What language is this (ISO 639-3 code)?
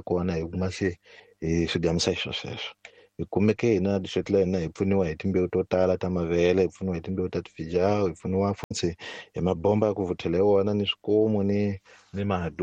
tso